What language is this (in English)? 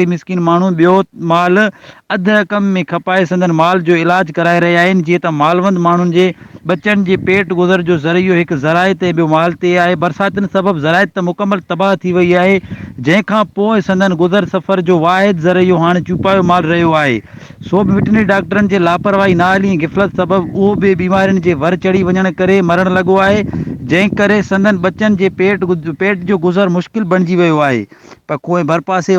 Sindhi